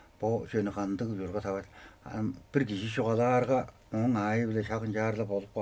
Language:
Tuvinian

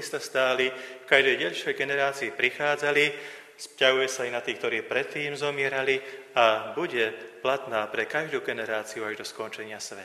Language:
Slovak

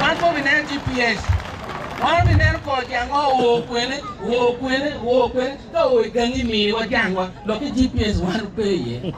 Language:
Acoli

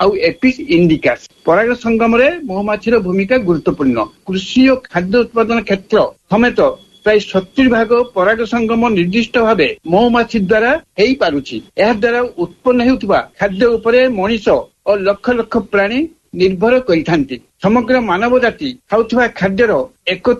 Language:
Odia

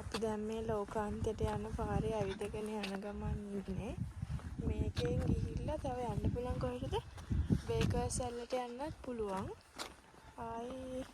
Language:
Sinhala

